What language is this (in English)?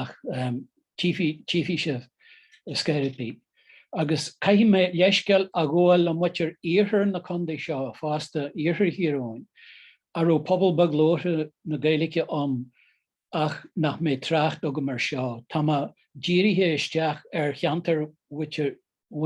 Irish